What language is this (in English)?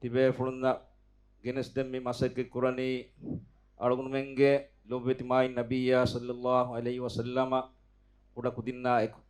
Divehi